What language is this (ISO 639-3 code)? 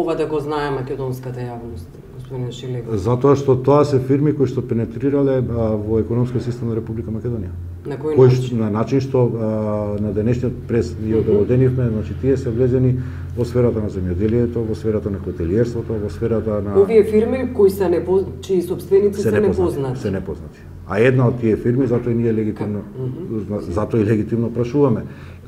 mkd